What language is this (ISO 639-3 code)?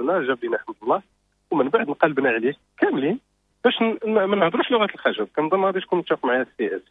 ary